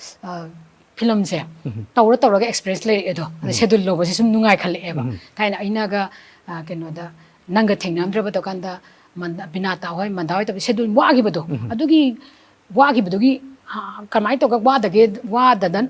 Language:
Manipuri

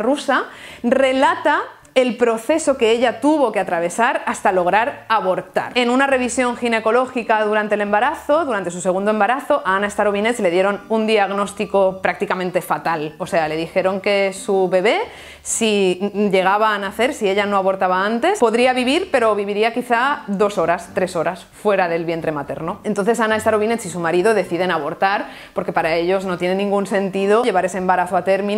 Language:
Spanish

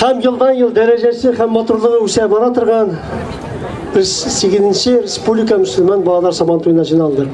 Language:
Tatar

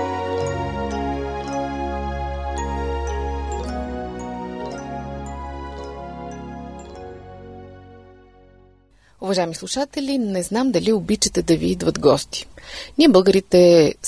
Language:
Bulgarian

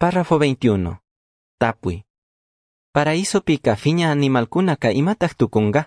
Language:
Chimborazo Highland Quichua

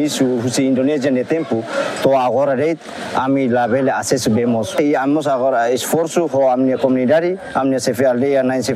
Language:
Tetum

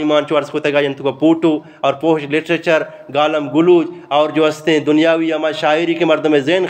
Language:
Eastern Balochi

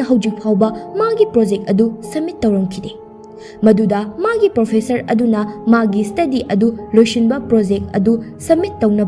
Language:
Manipuri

